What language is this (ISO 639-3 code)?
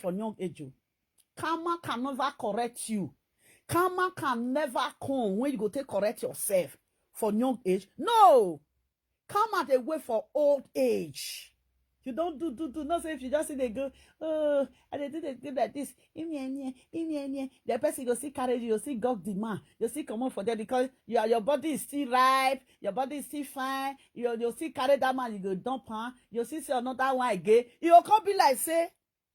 pcm